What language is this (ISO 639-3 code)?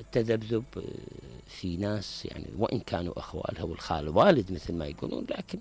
acm